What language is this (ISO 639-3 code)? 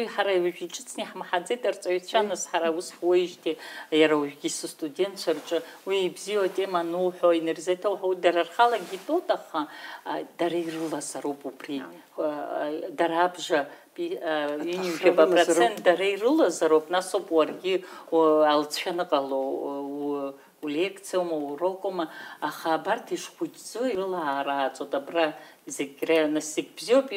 abk